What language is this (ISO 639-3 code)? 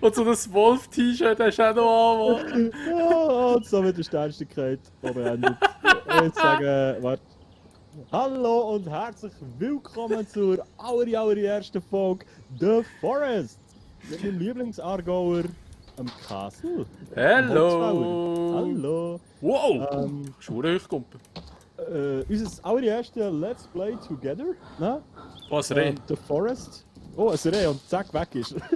gsw